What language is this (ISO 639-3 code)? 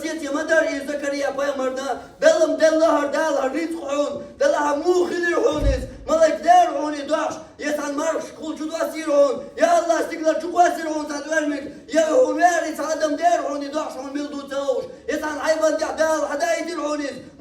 che